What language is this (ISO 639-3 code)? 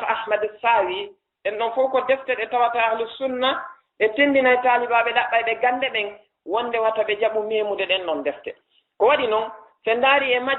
ful